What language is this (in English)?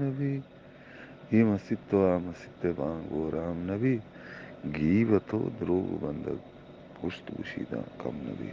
Eastern Balochi